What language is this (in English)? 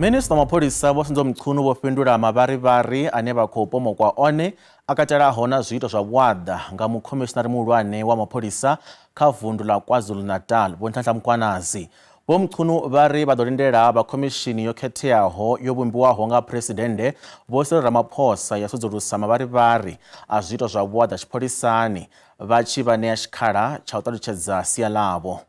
Venda